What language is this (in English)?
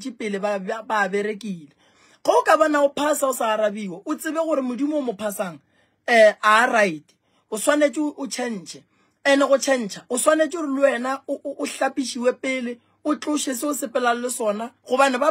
Northern Sotho